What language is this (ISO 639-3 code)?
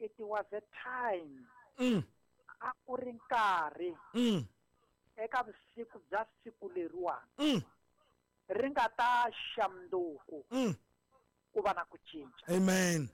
tso